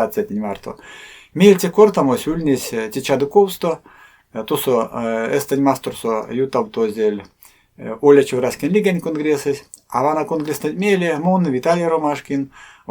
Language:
Erzya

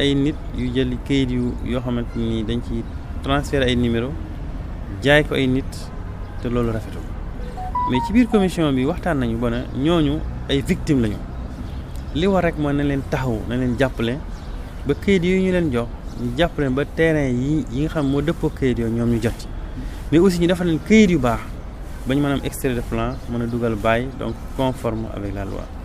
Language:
Wolof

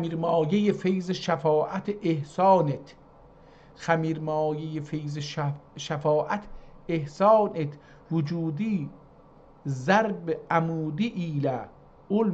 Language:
South Azerbaijani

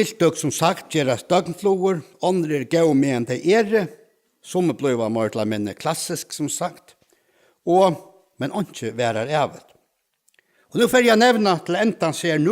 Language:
Faroese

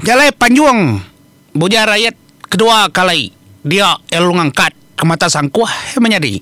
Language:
Iban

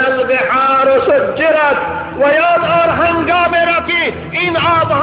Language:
Tajik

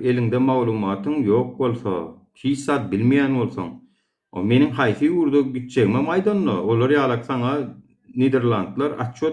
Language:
Turkmen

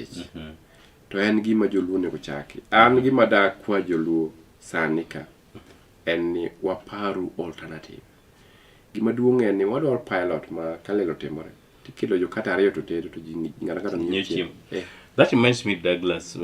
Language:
Luo (Kenya and Tanzania)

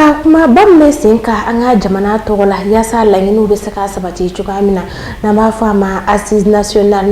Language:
Bambara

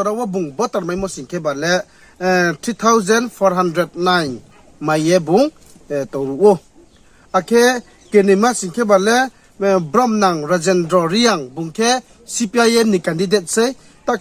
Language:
Riang (India)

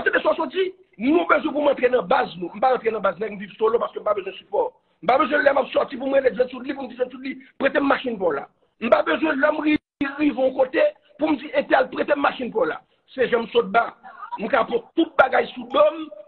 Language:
Haitian Creole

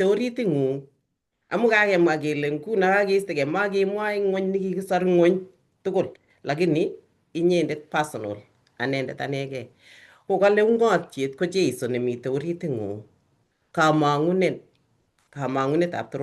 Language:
Kalenjin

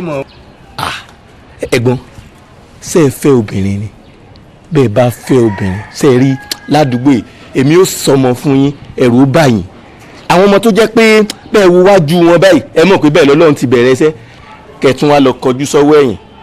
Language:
Yoruba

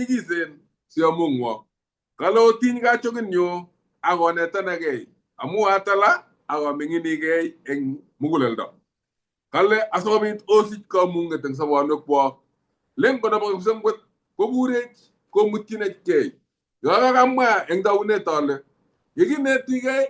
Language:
Kalenjin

